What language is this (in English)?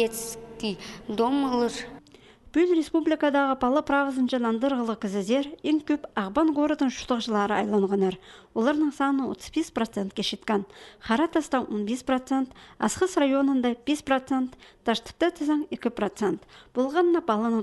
Khakas